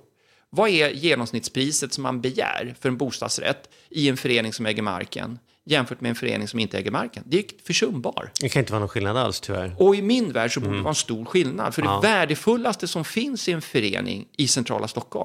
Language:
Swedish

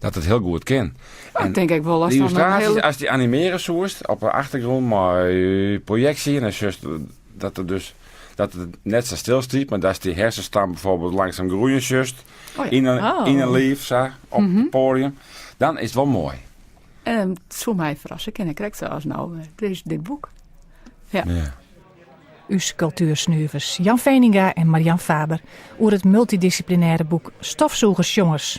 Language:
Western Frisian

